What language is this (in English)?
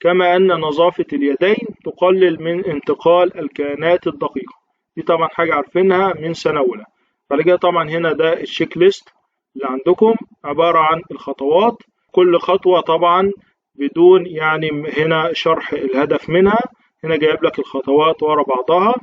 Egyptian Arabic